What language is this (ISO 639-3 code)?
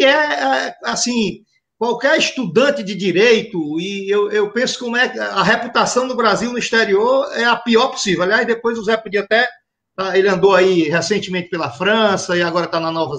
por